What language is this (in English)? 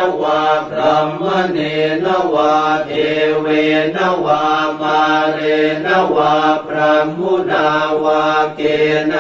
Pali